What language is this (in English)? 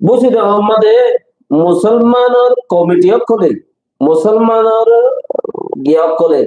Rohingya